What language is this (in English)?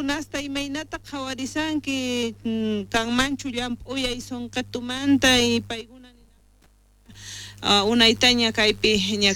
South Bolivian Quechua